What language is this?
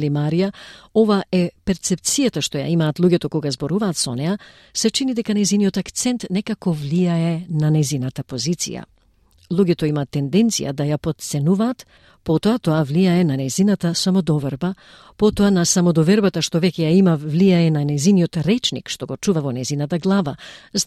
Macedonian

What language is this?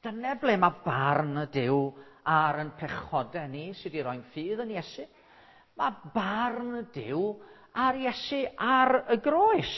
Welsh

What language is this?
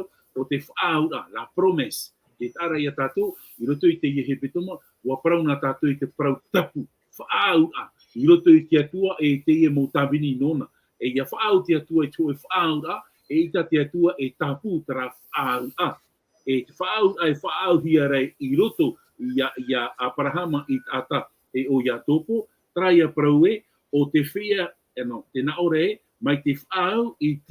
Tahitian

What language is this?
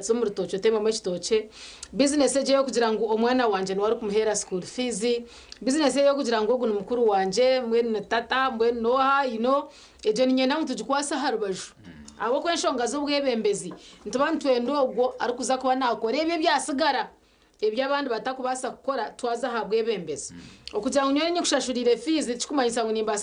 Nyankole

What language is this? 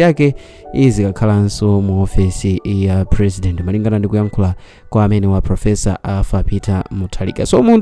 Nyanja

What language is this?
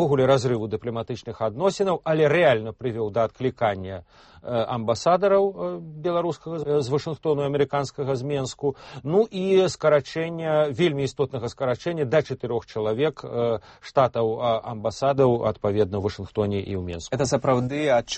Belarusian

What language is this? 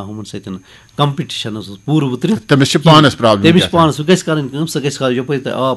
Kashmiri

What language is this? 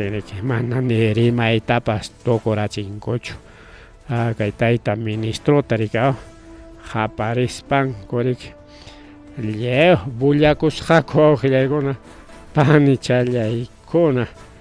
Ayacucho Quechua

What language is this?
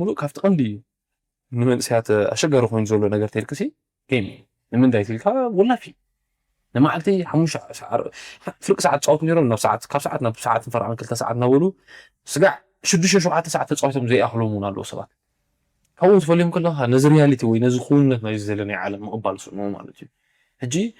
Tigrinya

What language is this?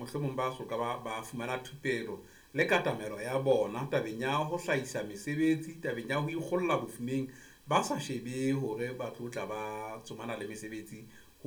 Southern Sotho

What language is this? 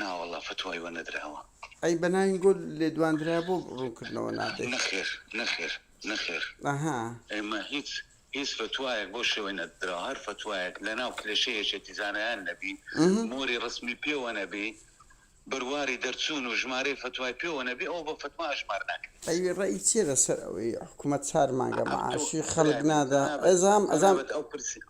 Central Kurdish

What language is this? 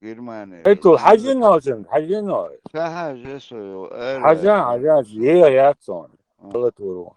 Chechen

